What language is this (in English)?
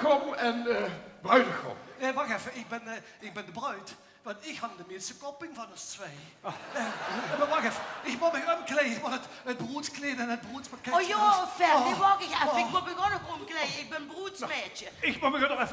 Limburgish